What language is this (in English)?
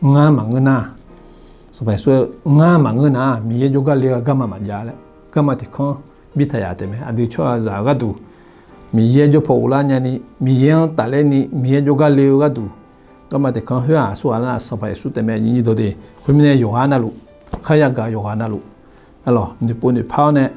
Akha